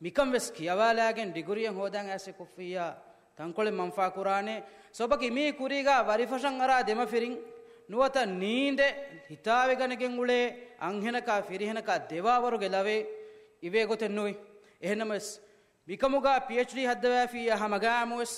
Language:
Divehi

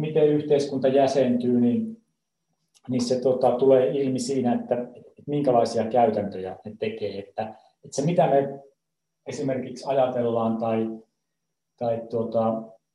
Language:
Finnish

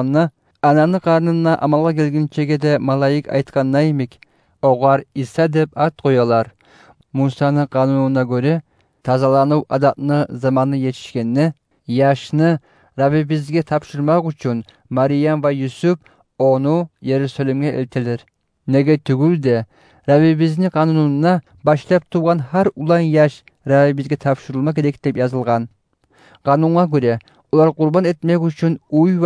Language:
Kumyk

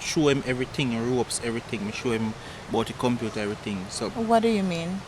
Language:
Jamaican Creole English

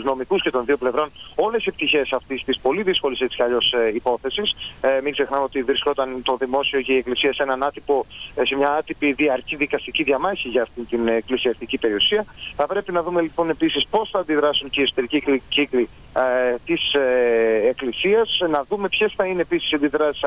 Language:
Greek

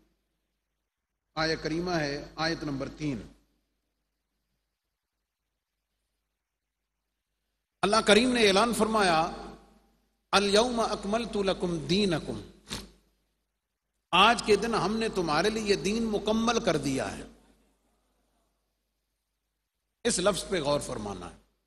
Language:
Urdu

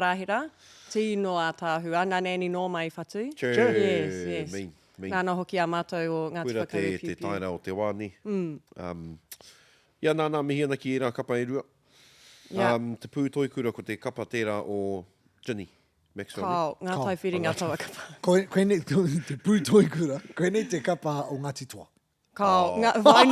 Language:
Māori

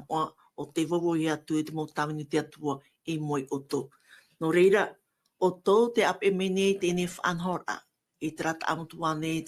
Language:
Tahitian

